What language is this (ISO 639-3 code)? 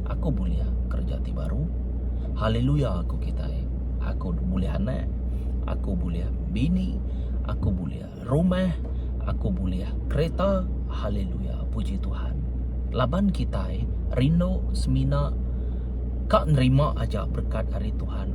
iba